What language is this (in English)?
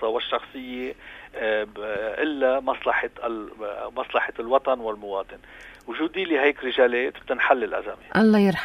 North Levantine Arabic